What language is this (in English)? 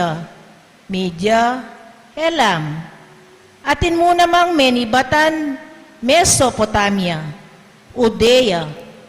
Pampanga